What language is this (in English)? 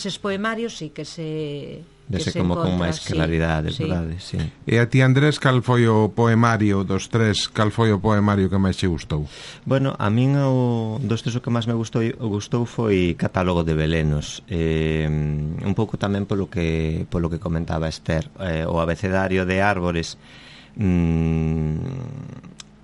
Galician